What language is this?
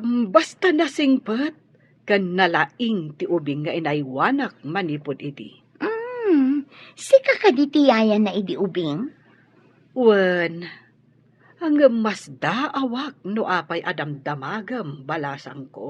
Iloko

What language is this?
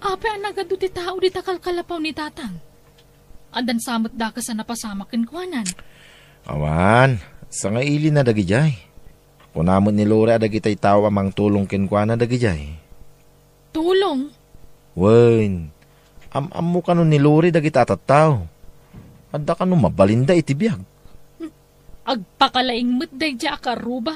Iloko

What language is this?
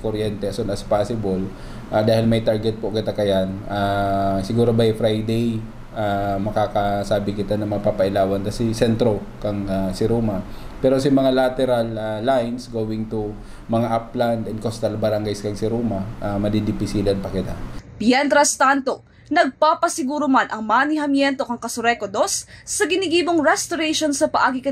Bikol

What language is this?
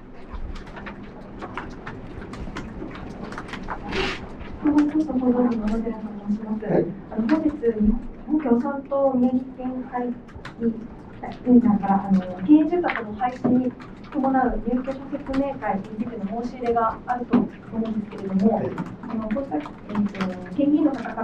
Japanese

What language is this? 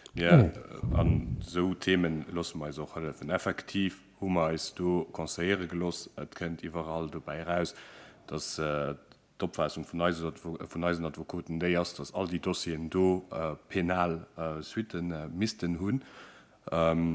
Luxembourgish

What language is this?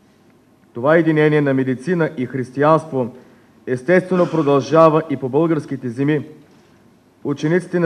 Bulgarian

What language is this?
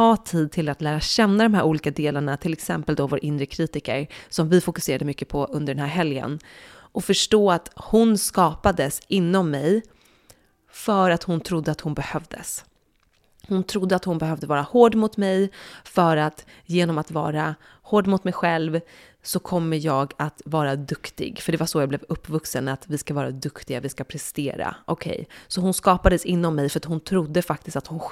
Swedish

